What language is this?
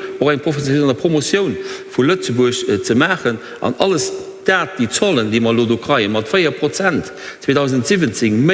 Luxembourgish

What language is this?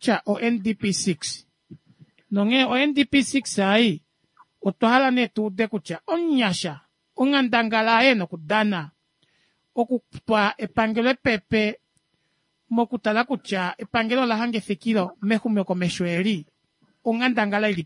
Kuanyama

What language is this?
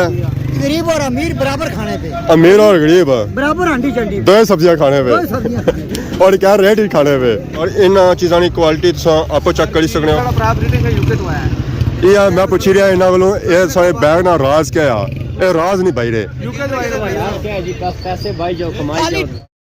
Pahari-Potwari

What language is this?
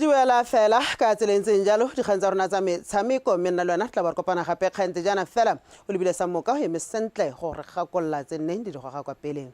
Tswana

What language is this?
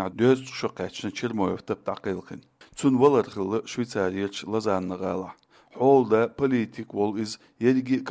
Chechen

